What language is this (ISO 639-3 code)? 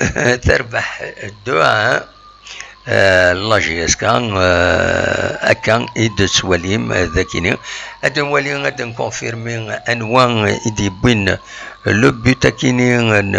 kab